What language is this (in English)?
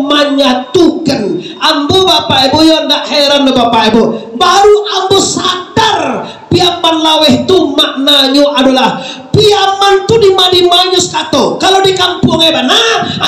Minangkabau